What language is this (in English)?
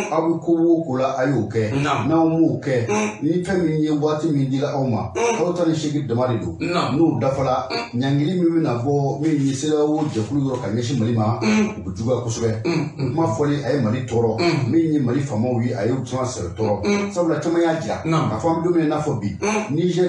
Bambara